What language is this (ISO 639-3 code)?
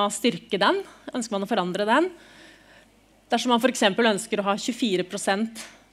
nor